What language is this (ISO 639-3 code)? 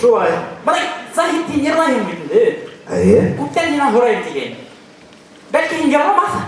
bak